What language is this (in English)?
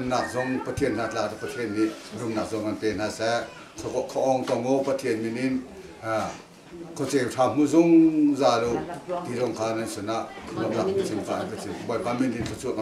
Hakha Chin